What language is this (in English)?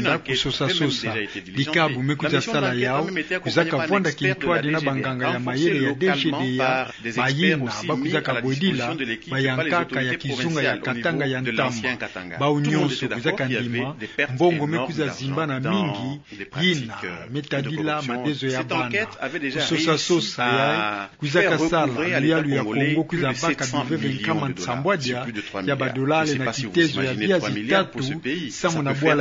Kituba (Democratic Republic of Congo)